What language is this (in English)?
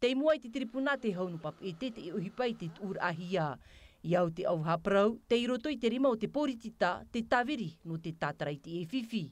Tahitian